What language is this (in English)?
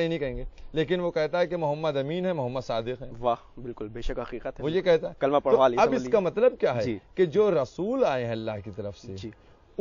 Urdu